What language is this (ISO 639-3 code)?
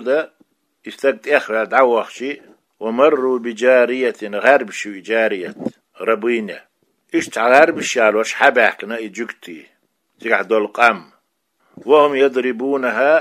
che